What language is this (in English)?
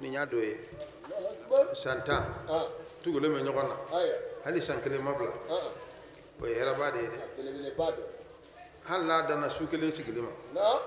Bambara